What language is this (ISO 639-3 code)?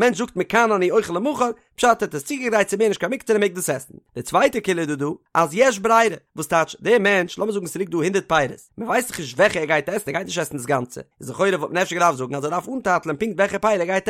yid